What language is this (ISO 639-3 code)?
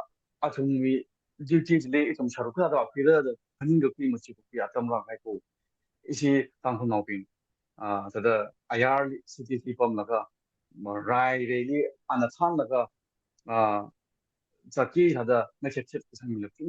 nmf